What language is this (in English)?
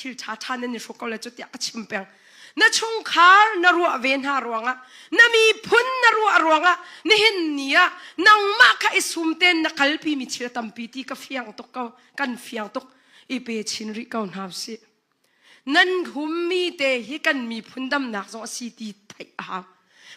Hakha Chin